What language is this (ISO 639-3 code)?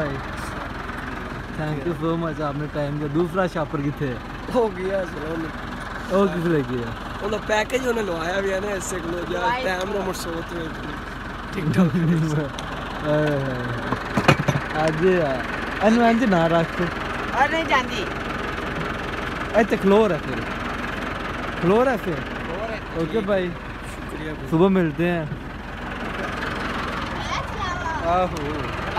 pan